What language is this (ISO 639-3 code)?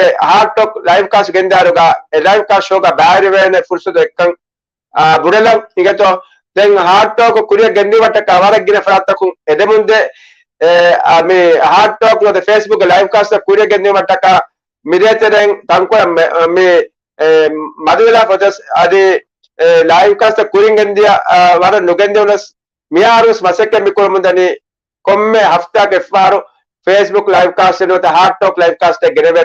div